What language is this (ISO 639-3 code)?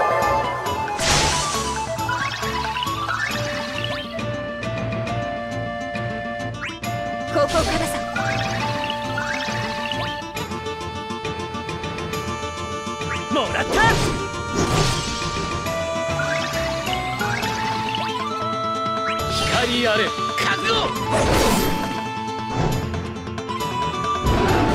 jpn